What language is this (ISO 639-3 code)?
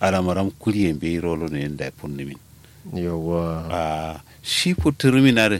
kau